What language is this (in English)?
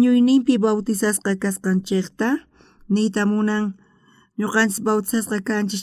South Bolivian Quechua